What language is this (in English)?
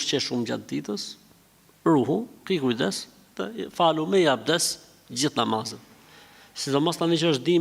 Albanian